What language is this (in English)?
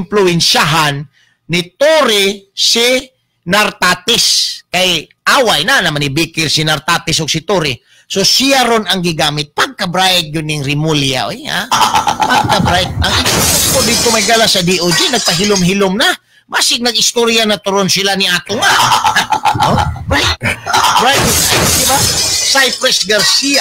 Cebuano